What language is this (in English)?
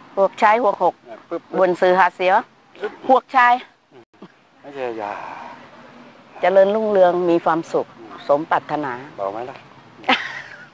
Thai